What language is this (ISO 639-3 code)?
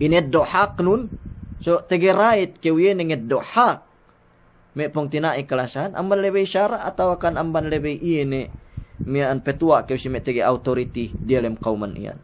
yka